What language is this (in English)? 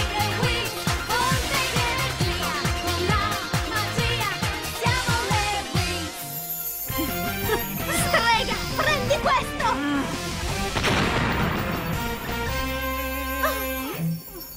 Italian